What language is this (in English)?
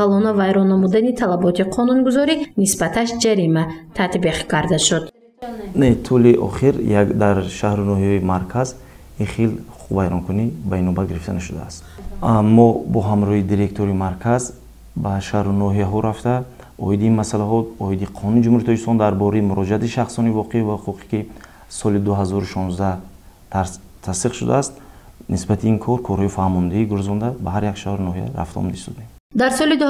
Tajik